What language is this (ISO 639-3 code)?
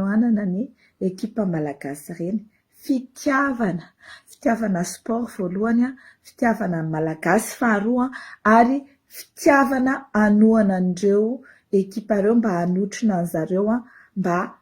mlg